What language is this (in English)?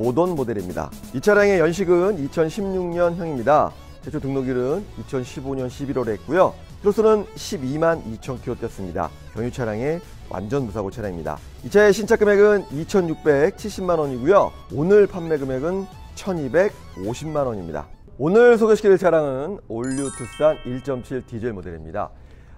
Korean